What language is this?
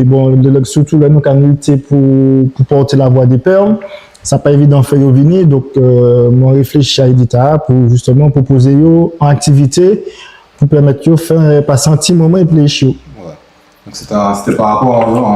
Guadeloupean Creole French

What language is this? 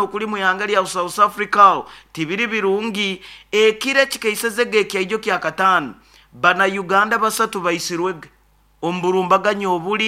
Nyoro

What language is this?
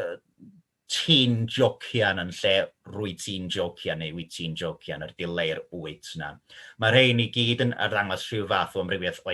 Welsh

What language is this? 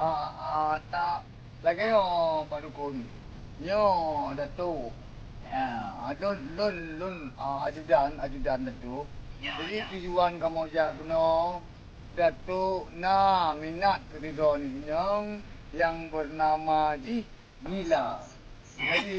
Achinese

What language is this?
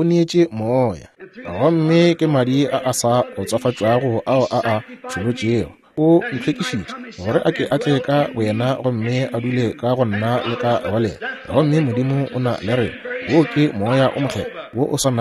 Northern Sotho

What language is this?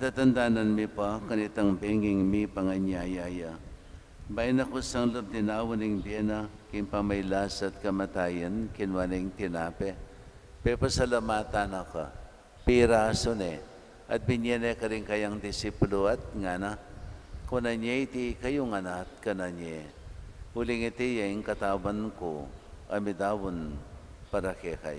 Pampanga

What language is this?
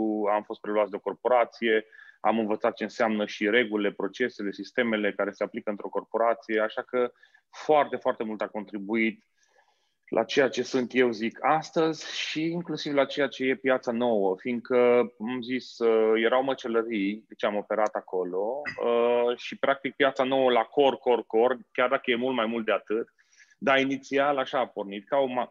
Romanian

